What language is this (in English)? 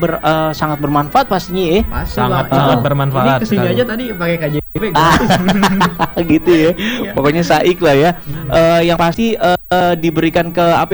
Indonesian